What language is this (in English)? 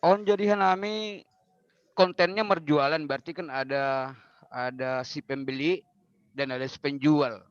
Batak Simalungun